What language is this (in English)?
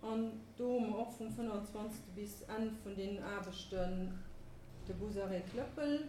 Luxembourgish